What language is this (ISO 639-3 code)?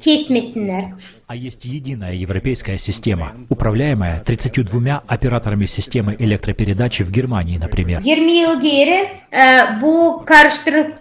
gag